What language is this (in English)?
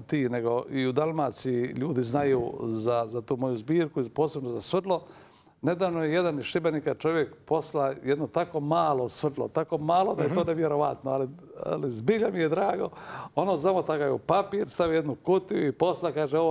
Croatian